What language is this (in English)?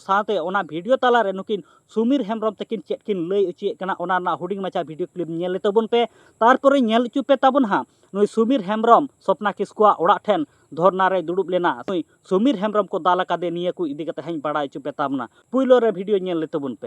Santali